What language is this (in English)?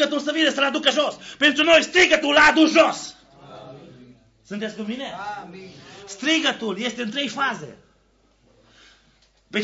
Romanian